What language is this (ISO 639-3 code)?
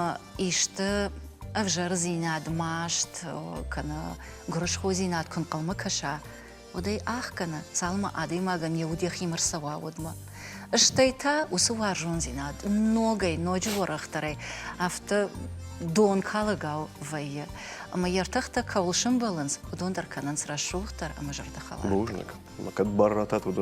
oss